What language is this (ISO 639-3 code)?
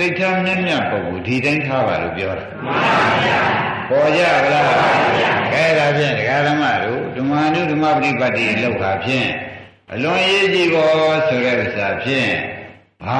mya